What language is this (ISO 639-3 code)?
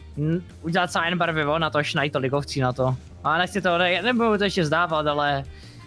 ces